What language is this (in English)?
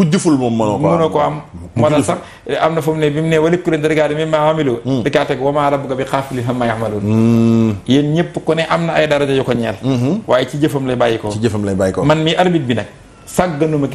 Wolof